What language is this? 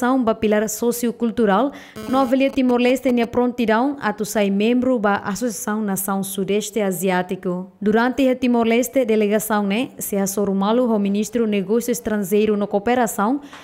Tetum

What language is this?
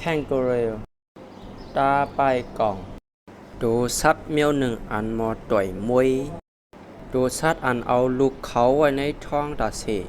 Shan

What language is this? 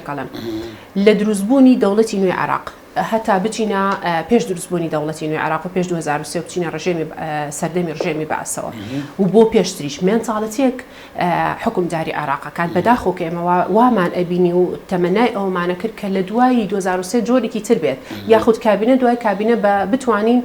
Central Kurdish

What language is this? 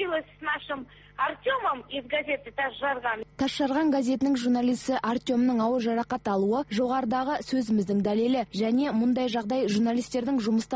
Kazakh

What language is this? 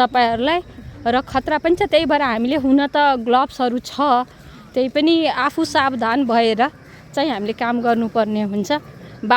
Nepali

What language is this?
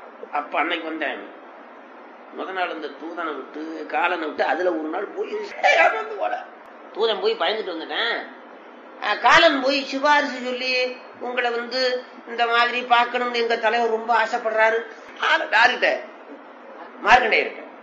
Tamil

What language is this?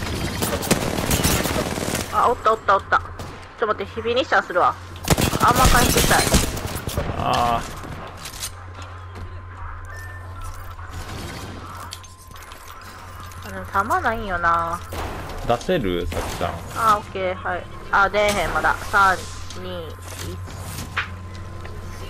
Japanese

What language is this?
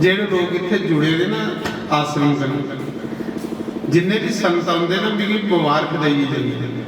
Dogri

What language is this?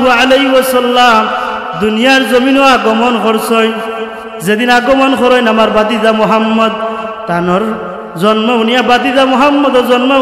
Sylheti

